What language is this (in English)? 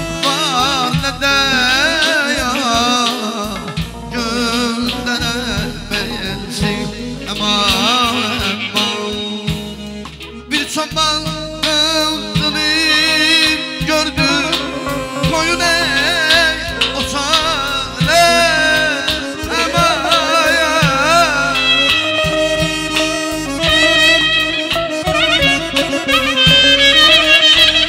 Azerbaijani